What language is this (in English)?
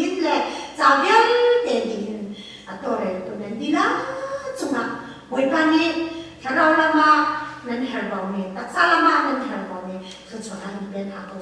Hakha Chin